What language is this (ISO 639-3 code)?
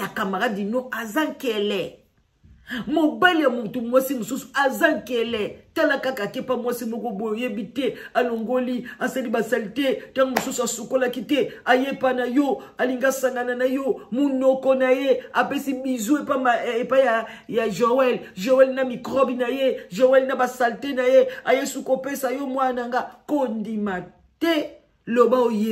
lin